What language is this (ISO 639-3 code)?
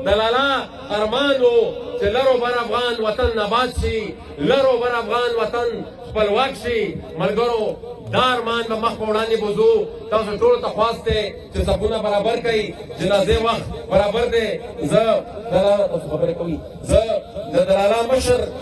pus